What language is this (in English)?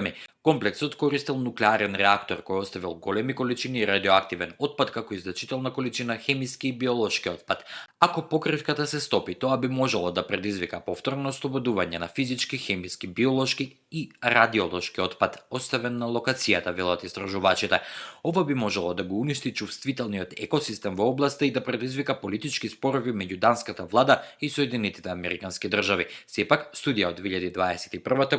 Macedonian